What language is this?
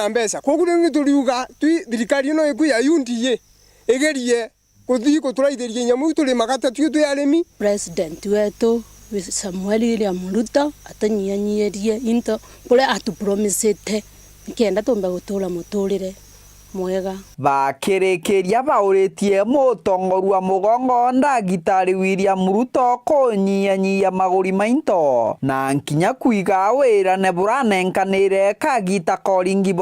Meru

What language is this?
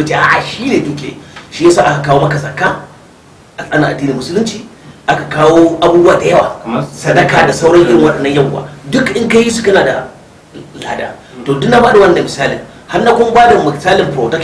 Hausa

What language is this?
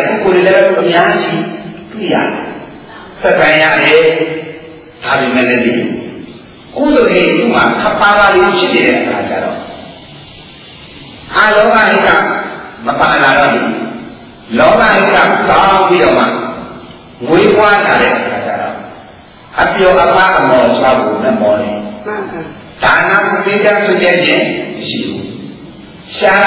Burmese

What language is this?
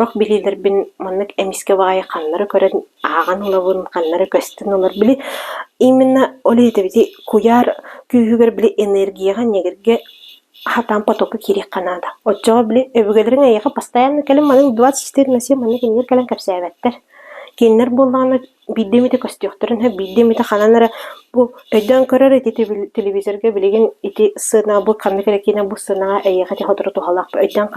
Yakut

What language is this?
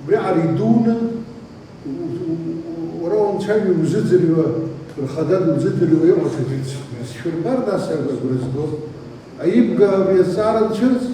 Abkhazian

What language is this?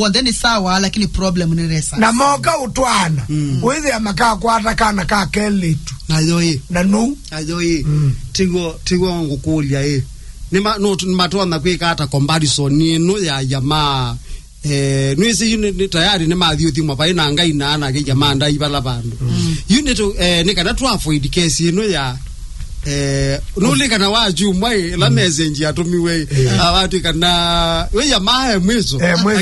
Kamba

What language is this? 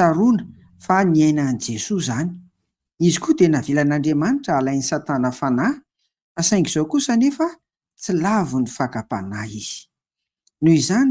Malagasy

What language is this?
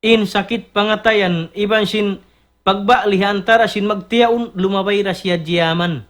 Tausug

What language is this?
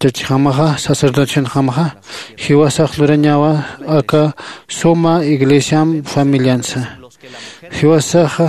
Aymara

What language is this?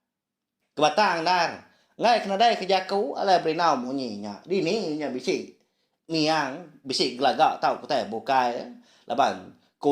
Iban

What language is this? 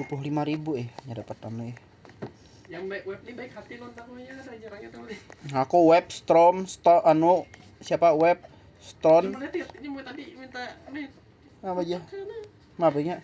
Banjar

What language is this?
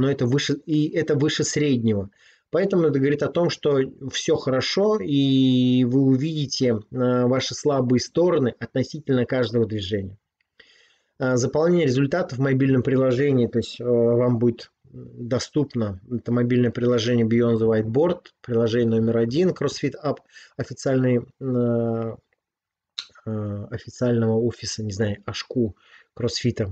Russian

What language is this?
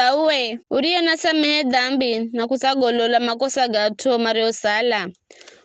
Giryama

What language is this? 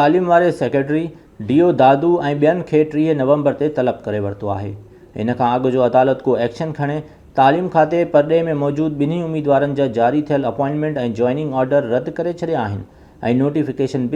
Sindhi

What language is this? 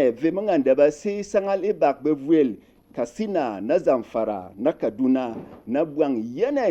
Berom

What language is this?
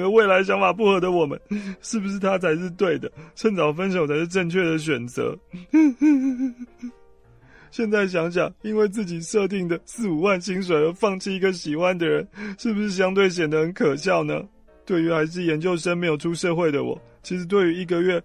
Chinese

